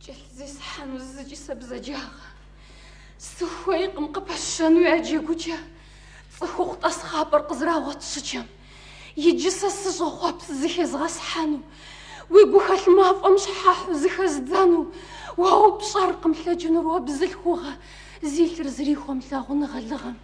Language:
Kabardian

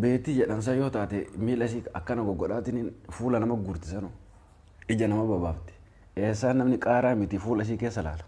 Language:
Oromo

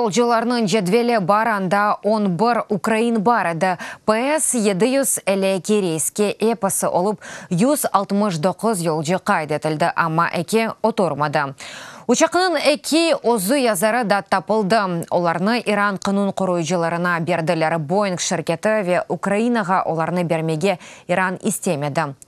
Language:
Crimean Tatar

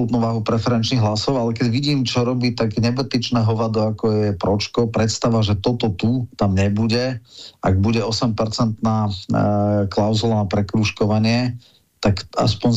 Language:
Slovak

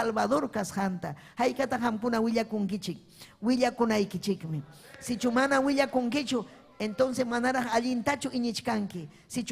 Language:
Ayacucho Quechua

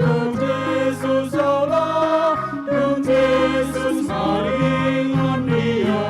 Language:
Batak Toba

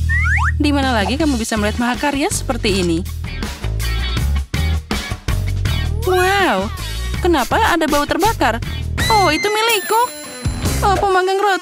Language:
Indonesian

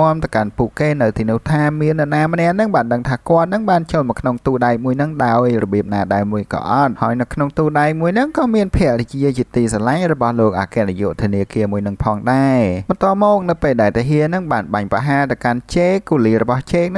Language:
Khmer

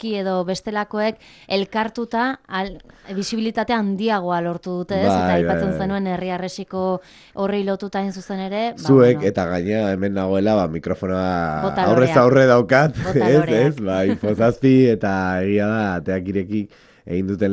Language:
Basque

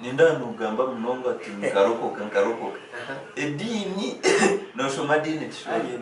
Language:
Nyankole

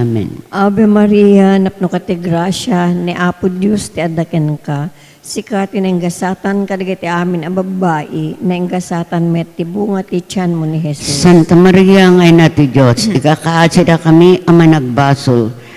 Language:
Iloko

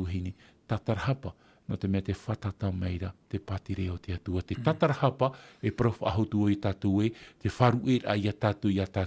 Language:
Tahitian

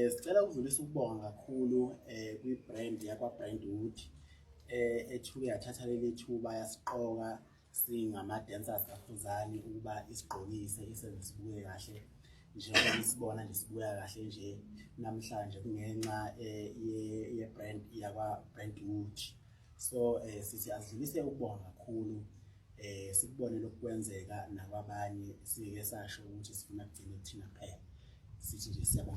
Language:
Zulu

